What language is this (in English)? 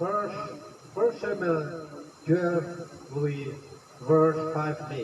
Tangkhul Naga (India)